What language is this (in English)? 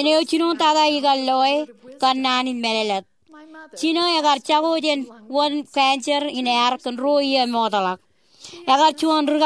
Marshallese